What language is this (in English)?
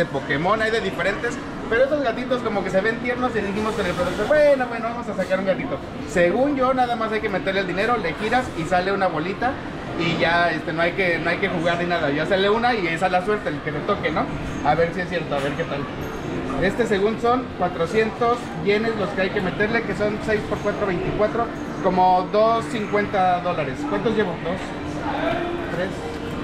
Spanish